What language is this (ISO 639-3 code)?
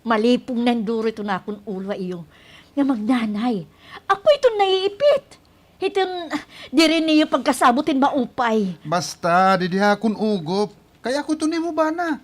war